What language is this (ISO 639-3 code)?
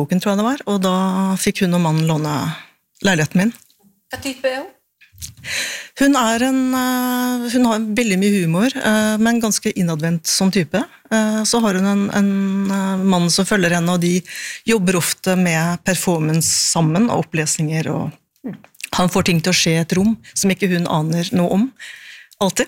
nor